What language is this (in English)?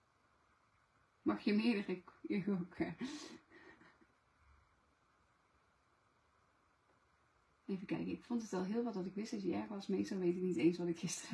Dutch